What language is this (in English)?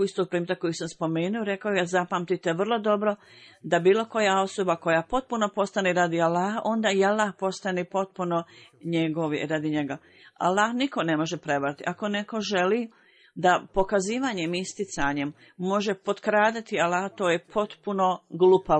Bosnian